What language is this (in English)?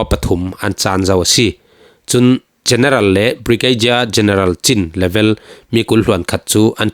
Falam Chin